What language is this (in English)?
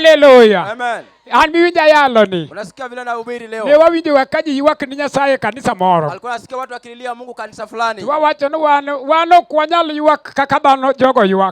Luo (Kenya and Tanzania)